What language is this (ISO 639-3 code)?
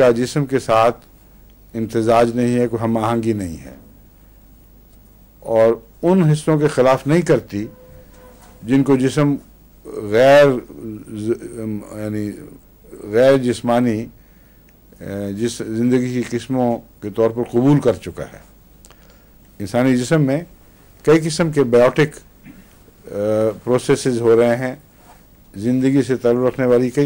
urd